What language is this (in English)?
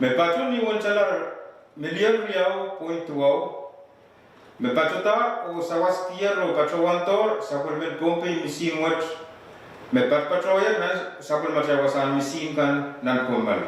Pohnpeian